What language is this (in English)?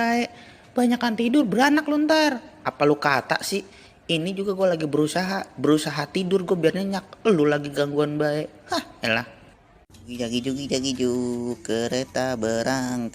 Betawi